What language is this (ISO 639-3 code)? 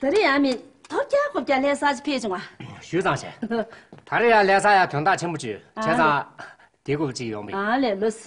bod